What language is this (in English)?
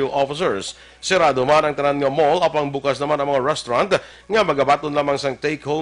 Hiligaynon